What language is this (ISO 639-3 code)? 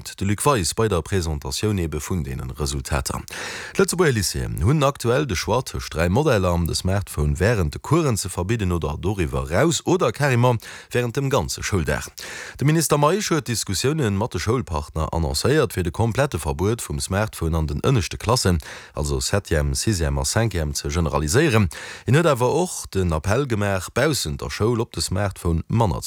ltz